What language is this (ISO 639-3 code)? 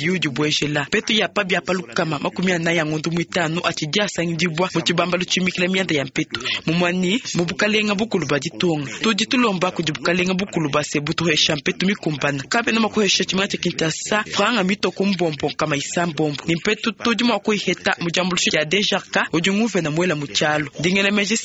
lua